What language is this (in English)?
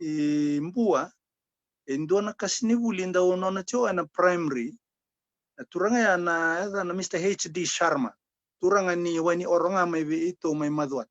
Fijian